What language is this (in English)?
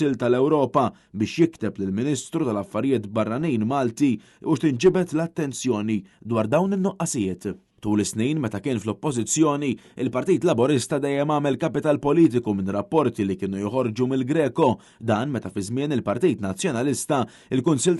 Maltese